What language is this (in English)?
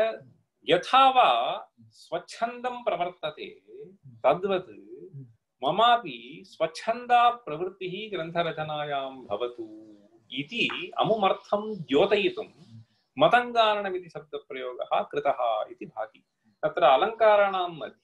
Sanskrit